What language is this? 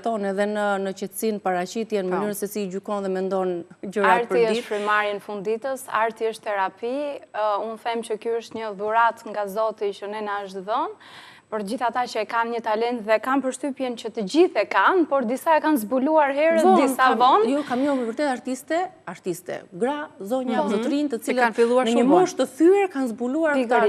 Albanian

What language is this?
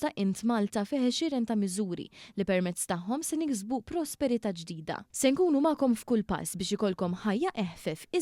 Maltese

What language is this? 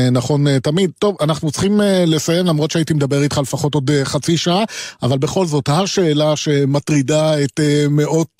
Hebrew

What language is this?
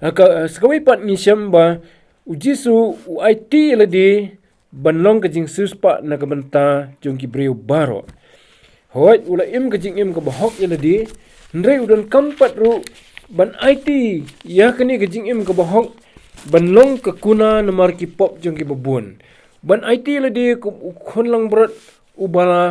Khasi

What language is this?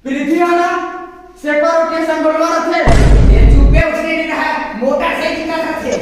Chhattisgarhi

